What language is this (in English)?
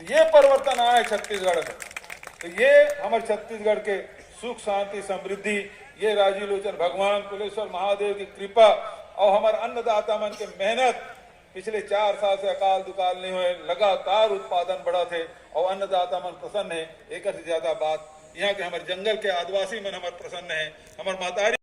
Chhattisgarhi